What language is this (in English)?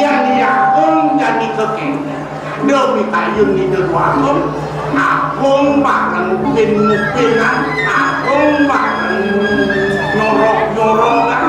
Balinese